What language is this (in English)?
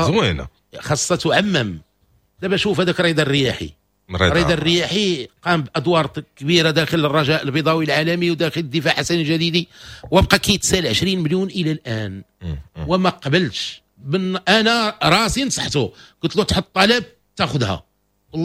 Moroccan Arabic